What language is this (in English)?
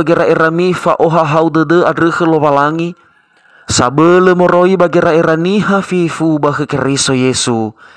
Nias